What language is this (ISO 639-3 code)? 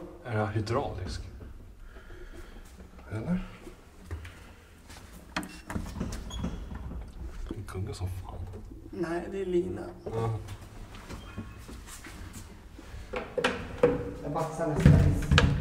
swe